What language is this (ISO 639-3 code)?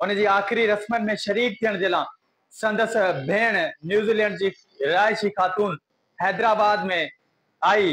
snd